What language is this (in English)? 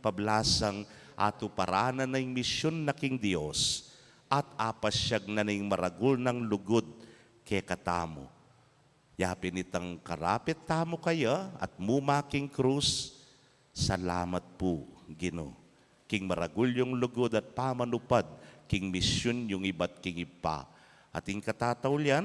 Pampanga